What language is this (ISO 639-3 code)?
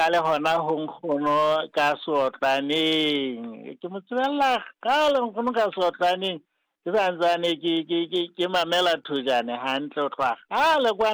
sot